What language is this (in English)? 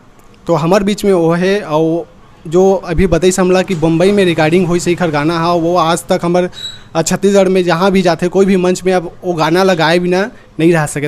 Chhattisgarhi